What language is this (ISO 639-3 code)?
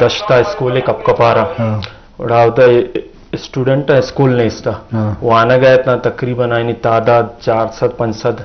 bgp